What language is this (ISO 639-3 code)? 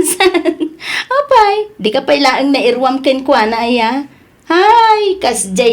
ilo